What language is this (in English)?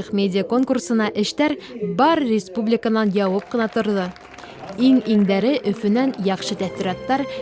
Bashkir